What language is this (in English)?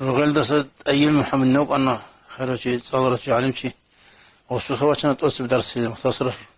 Avaric